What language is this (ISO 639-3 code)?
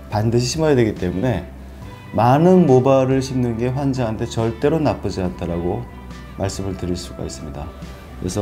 kor